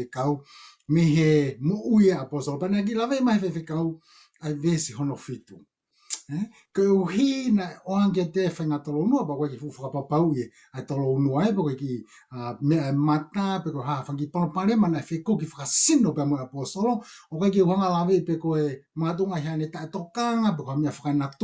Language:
Tongan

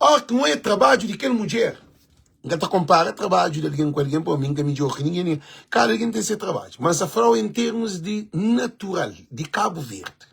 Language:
Kabuverdianu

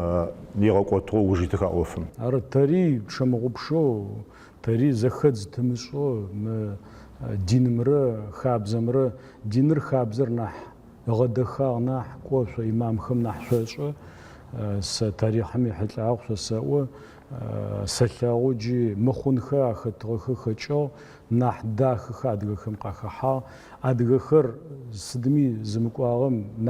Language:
Adyghe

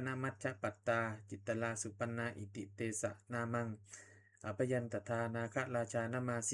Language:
Pali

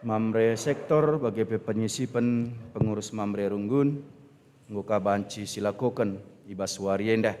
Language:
Batak Karo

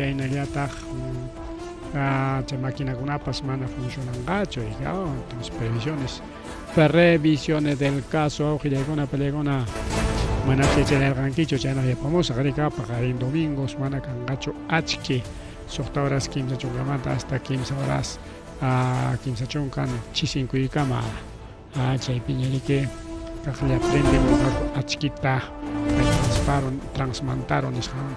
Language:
Ayacucho Quechua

